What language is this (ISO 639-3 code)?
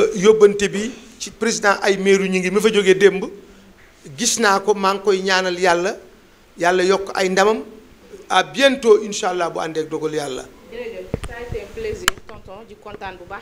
wol